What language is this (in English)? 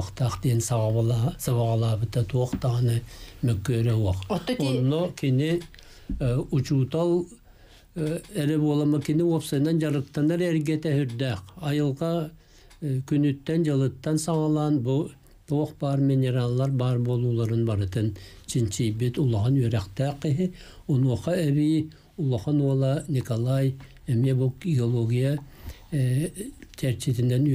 Yakut